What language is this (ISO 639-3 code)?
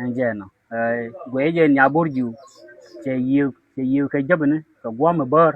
nus